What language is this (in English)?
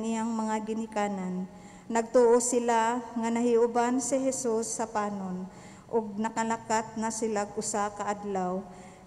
Cebuano